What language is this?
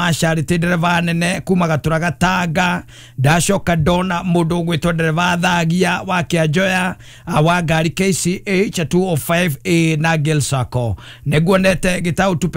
Kikuyu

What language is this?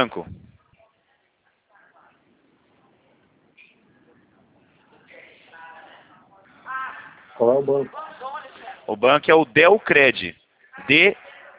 Portuguese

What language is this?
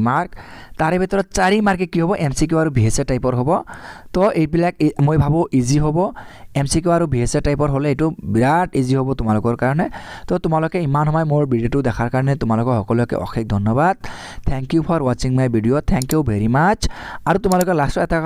Assamese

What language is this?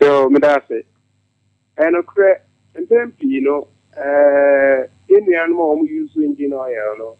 Akan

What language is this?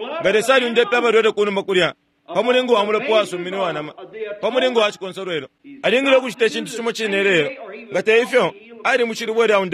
Bemba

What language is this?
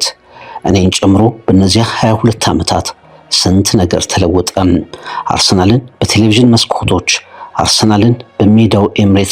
Amharic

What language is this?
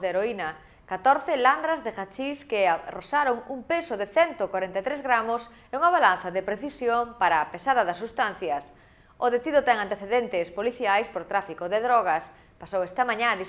Galician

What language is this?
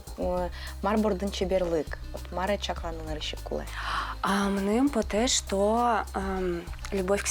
Udmurt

